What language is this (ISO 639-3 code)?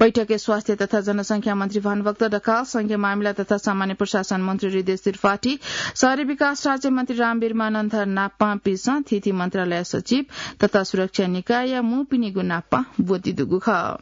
new